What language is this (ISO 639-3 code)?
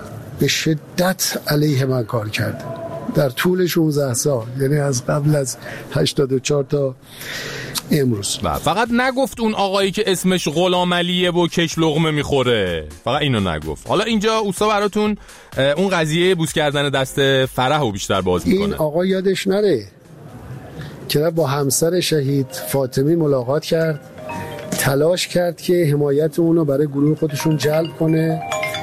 fas